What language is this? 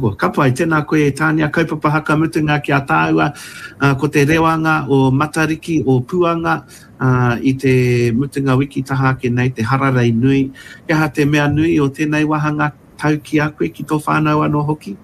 Māori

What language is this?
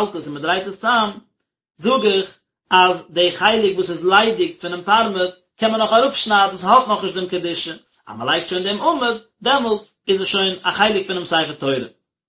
Yiddish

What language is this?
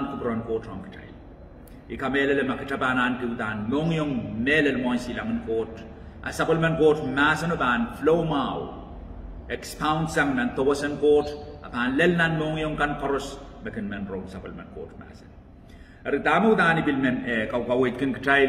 Pohnpeian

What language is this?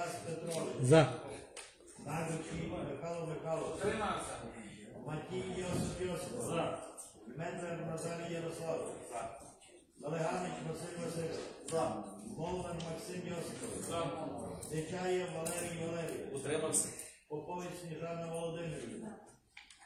Ukrainian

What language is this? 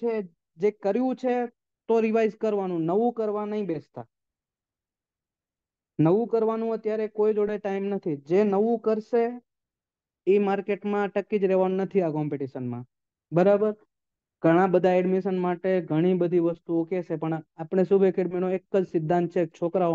Gujarati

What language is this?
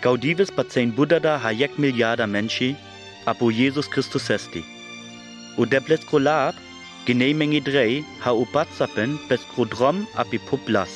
Sinte Romani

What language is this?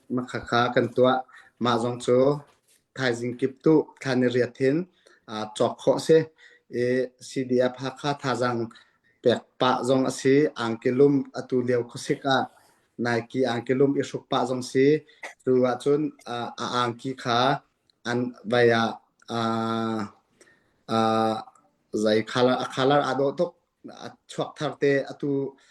Hakha Chin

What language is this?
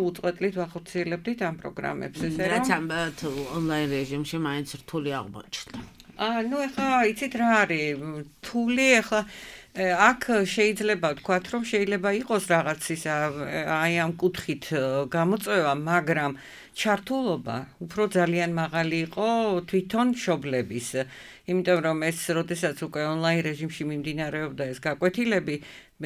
Georgian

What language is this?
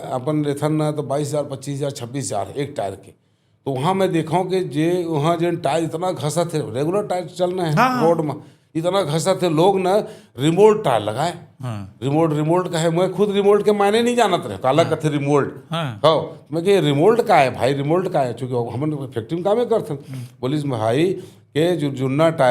Chhattisgarhi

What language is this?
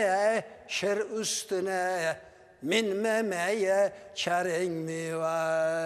Crimean Tatar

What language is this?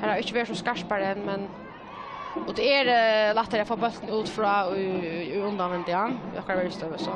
Faroese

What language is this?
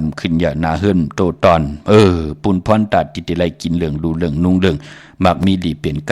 Shan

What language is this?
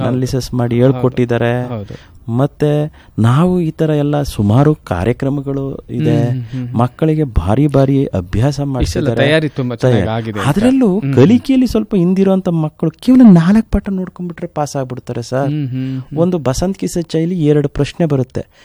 Kannada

